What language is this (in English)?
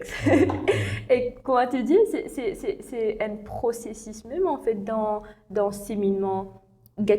Morisyen